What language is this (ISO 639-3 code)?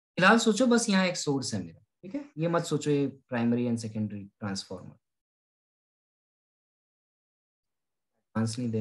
hin